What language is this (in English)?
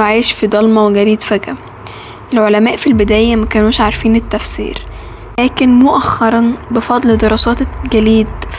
Egyptian Arabic